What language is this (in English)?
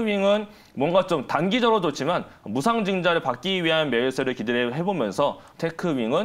Korean